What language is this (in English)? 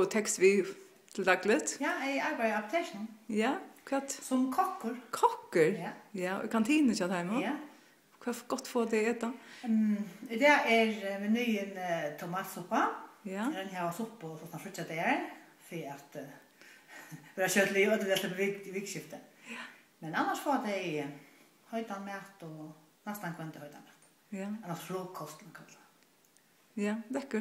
Faroese